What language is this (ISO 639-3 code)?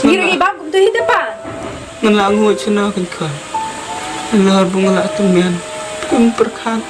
kha